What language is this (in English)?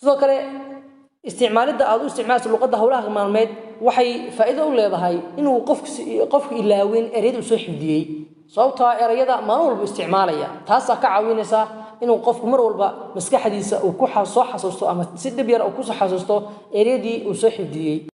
Somali